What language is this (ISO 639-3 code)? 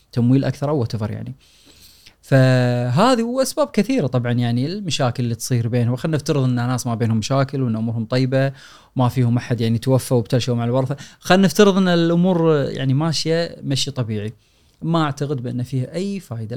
afb